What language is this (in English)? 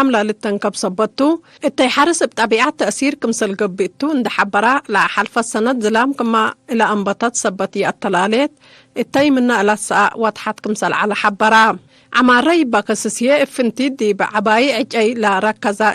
Tigre